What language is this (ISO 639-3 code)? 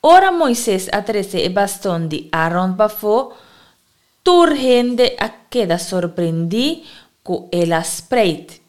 pap